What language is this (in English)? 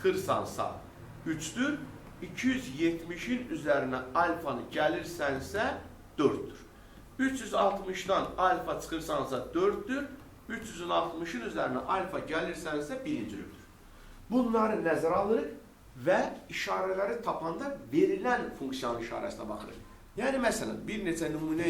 Azerbaijani